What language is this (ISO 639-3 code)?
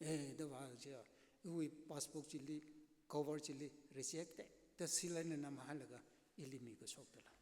nmf